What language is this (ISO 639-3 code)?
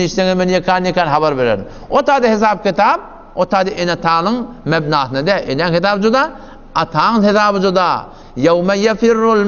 tuk